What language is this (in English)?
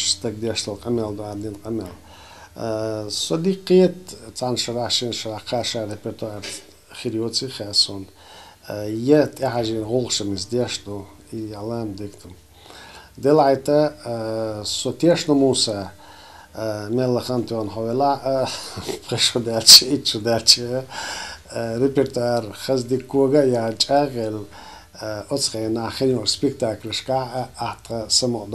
Chechen